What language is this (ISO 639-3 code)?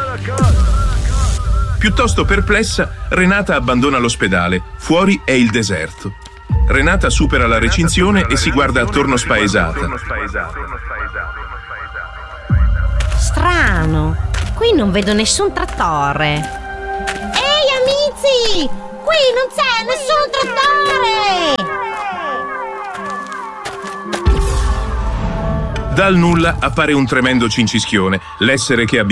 ita